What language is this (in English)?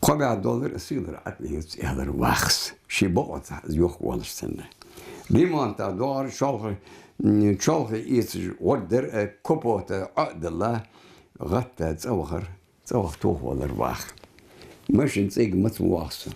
Ingush